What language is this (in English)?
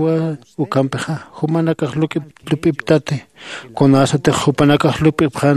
Aymara